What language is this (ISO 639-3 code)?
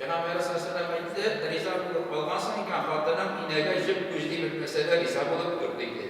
tat